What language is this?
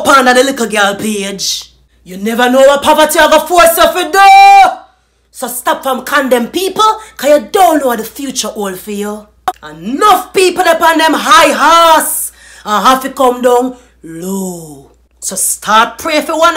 Jamaican Creole English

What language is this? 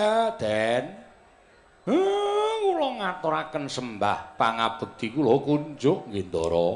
Javanese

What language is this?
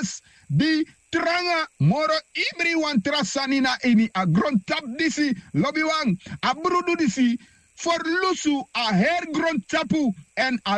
Sranan Tongo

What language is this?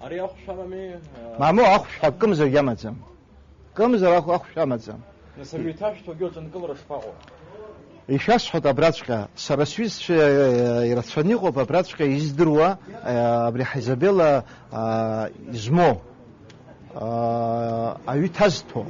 Abkhazian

